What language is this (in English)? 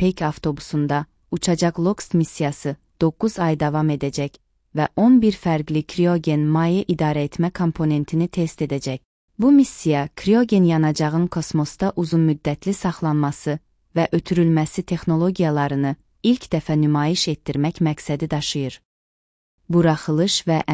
Azerbaijani